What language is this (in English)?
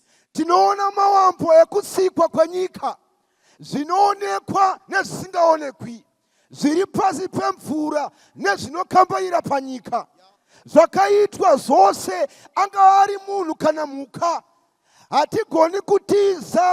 Shona